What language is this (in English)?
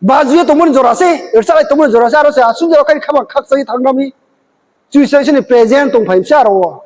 Riang (India)